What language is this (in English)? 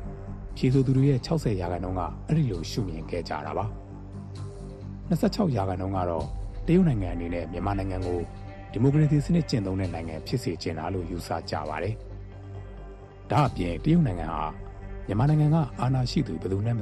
Burmese